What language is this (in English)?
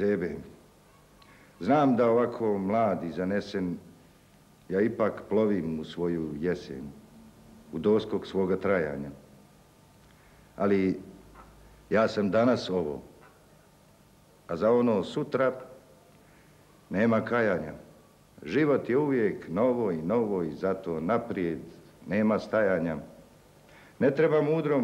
Croatian